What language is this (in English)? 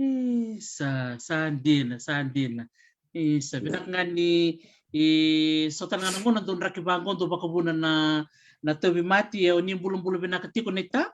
Fijian